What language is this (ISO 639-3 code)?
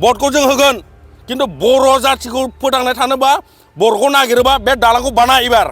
brx